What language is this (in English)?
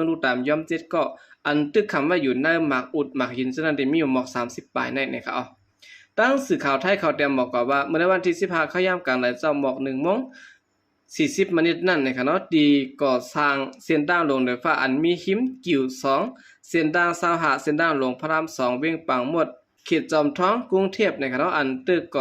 Shan